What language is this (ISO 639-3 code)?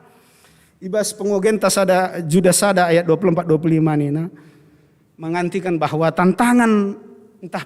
btx